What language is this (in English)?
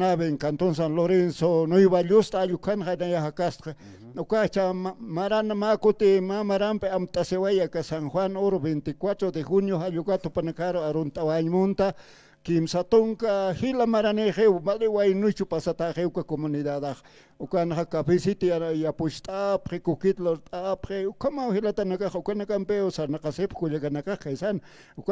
Aymara